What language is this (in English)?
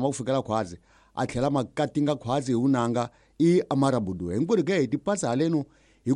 Tsonga